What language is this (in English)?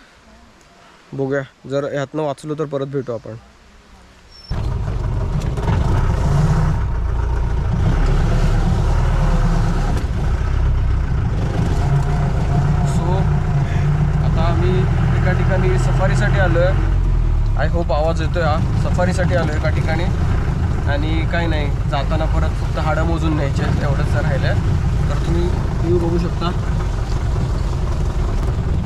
Marathi